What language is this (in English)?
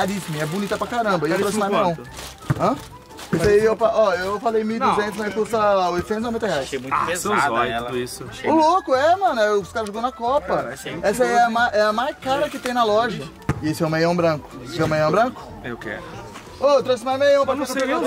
Portuguese